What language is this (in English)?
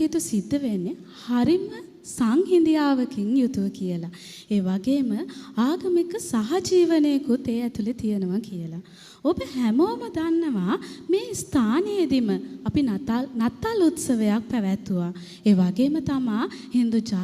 Sinhala